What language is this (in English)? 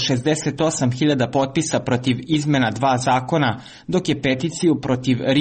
Serbian